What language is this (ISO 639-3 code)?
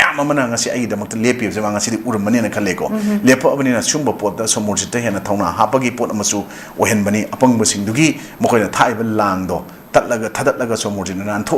mni